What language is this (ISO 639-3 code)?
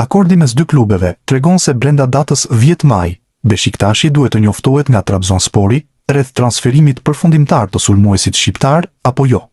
sqi